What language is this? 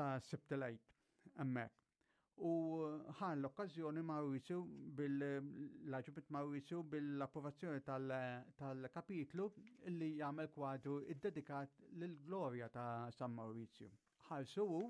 Maltese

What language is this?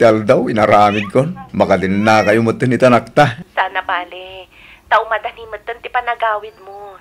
Iloko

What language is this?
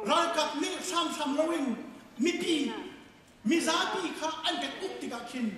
Hakha Chin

